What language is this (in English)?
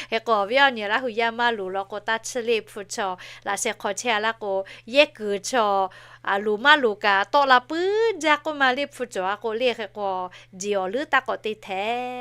Lahu